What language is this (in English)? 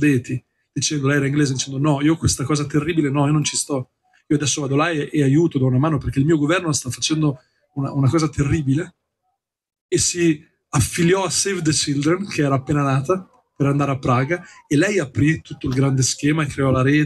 Italian